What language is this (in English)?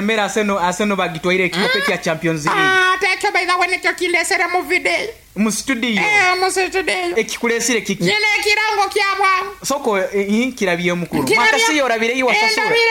Nyoro